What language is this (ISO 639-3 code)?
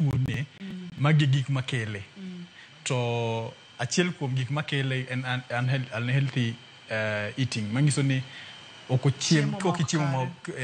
luo